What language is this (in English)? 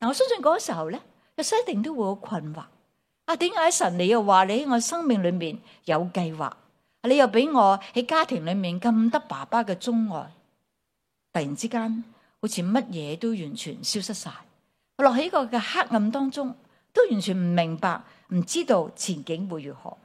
Cantonese